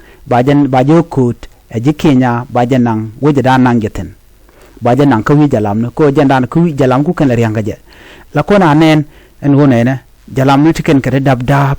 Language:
Nuer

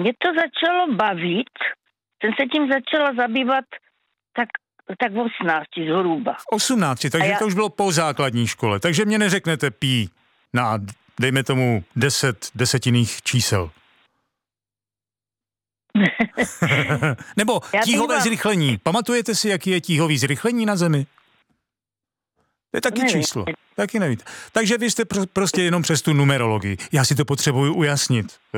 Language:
Czech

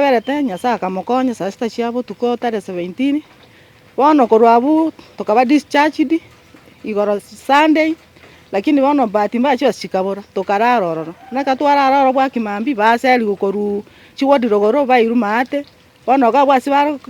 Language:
Gusii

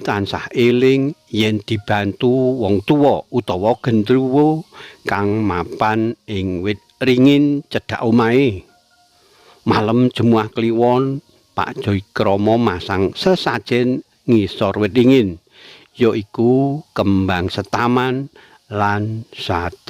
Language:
Javanese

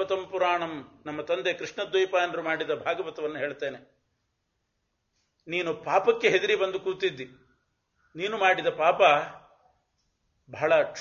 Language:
Kannada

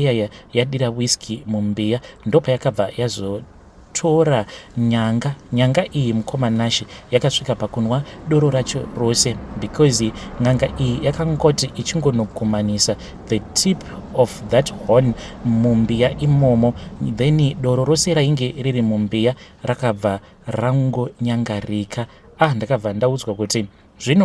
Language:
Shona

